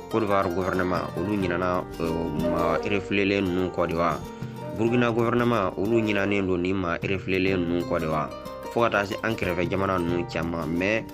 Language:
Bambara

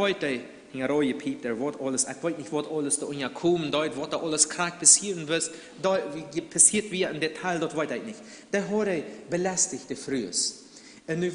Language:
Plautdietsch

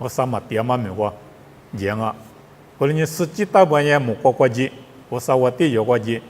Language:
Lisu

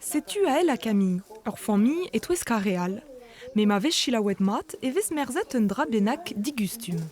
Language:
Breton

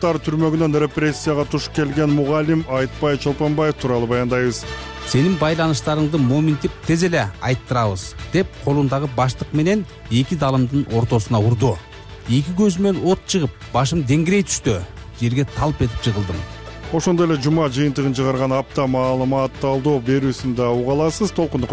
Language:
Kyrgyz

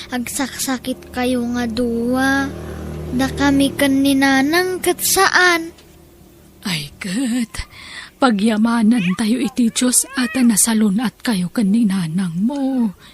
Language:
Iloko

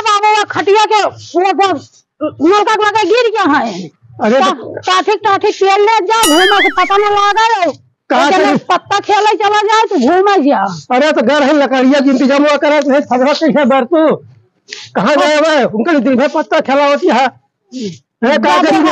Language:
Awadhi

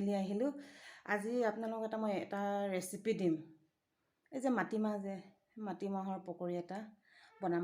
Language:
Assamese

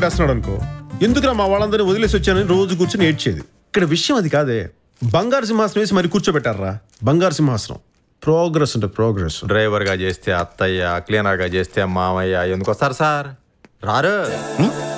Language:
Telugu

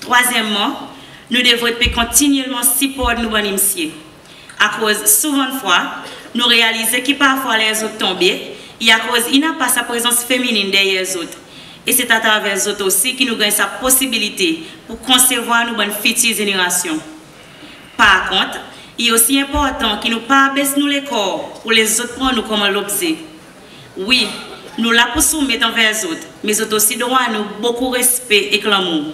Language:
Seselwa Creole French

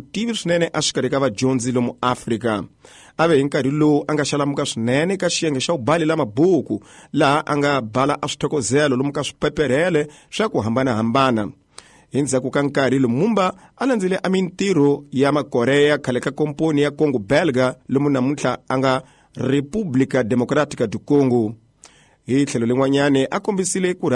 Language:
Tsonga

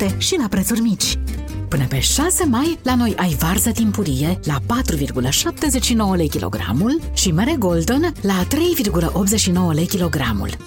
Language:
Romanian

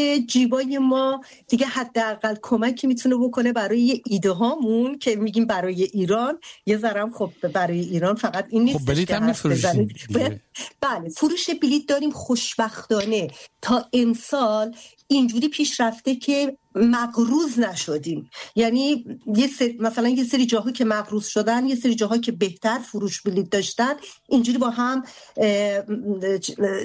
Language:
Persian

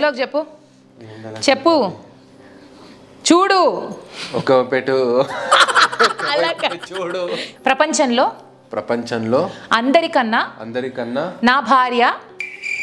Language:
Telugu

